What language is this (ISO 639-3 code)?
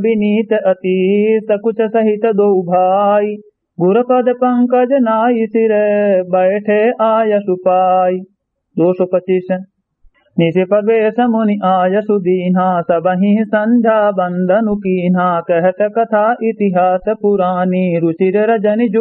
awa